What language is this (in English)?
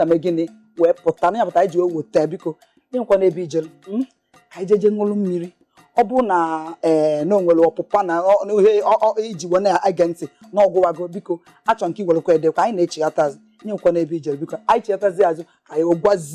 Igbo